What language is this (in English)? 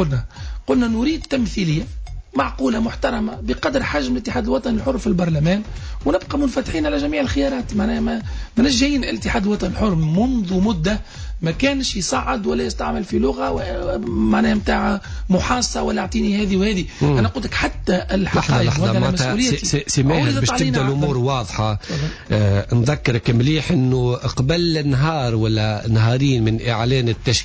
Tunisian Arabic